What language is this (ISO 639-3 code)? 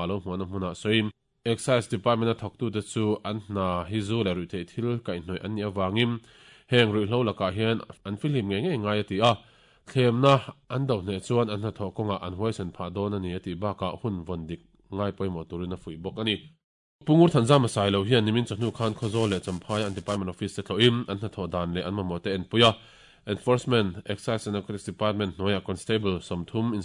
lus